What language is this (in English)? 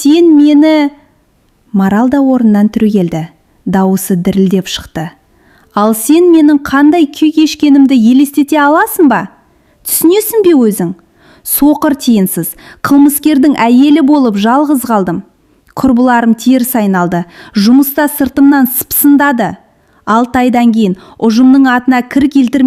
Kazakh